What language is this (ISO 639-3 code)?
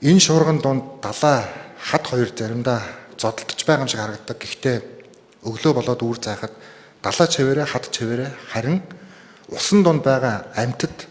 mon